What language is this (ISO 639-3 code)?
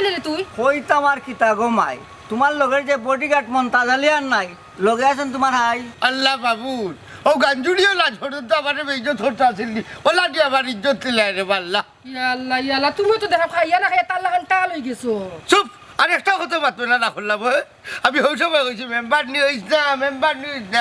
syl